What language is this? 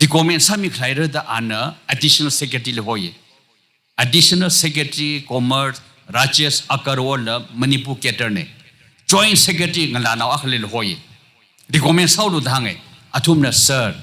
Tangkhul Naga (India)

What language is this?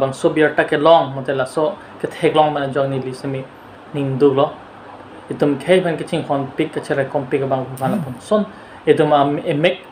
Karbi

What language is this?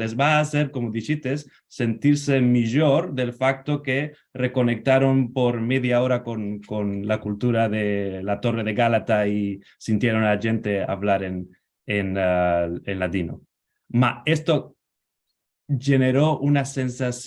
Ladino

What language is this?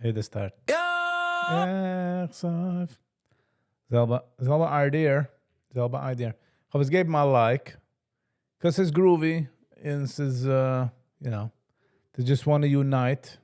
Yiddish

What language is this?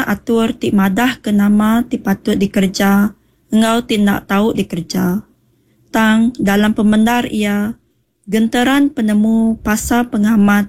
Iban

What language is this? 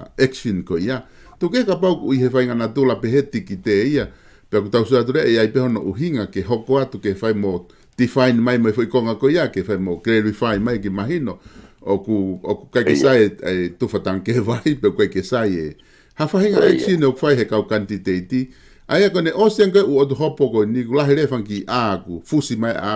Tongan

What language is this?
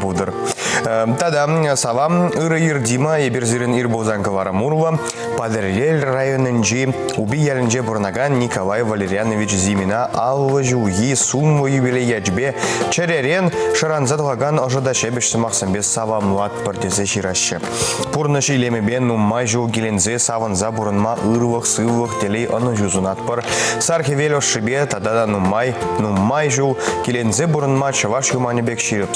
Chuvash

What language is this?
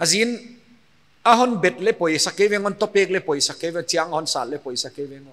Paite Chin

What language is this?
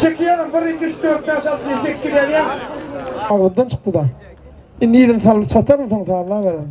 Turkmen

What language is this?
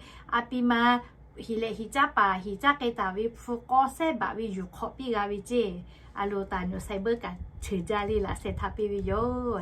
Lahu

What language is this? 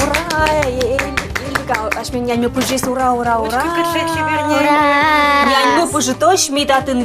Udmurt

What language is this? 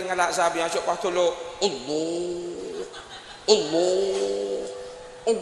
Madurese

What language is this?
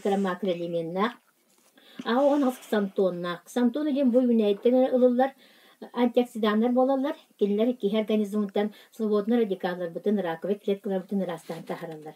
Yakut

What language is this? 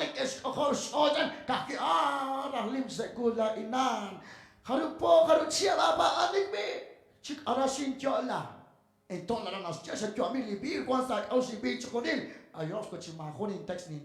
Kekchí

